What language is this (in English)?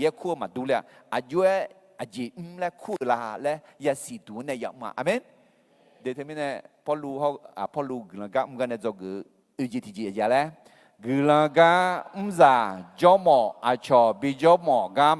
Akha